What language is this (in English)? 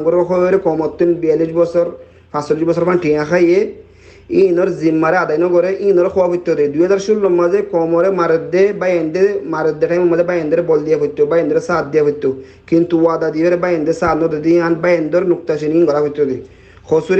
Rohingya